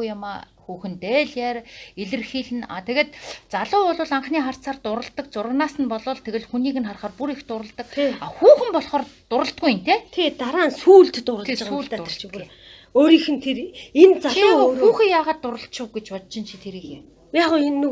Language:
Mongolian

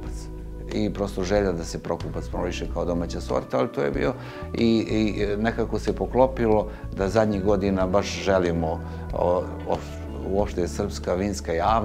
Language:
Serbian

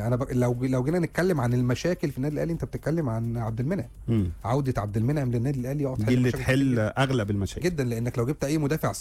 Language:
Egyptian Arabic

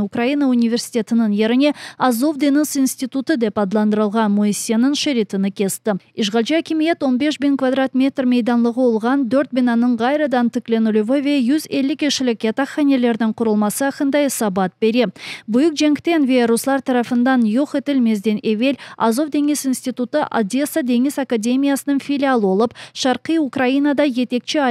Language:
Crimean Tatar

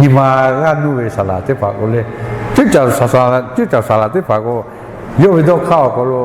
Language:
Lahu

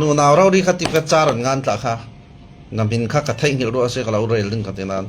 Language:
Falam Chin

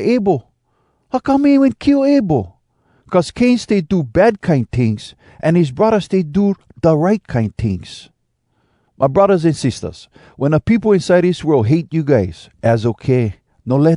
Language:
Hawai'i Creole English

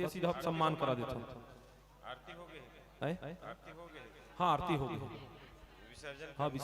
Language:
Chhattisgarhi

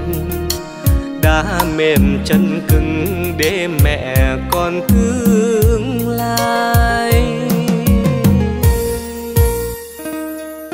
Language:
Vietnamese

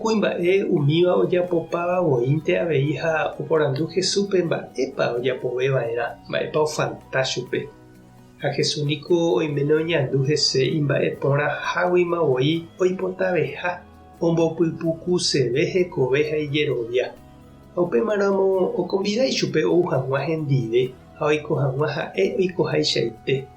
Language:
Guarani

